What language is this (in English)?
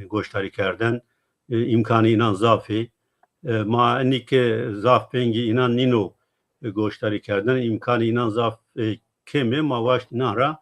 Zaza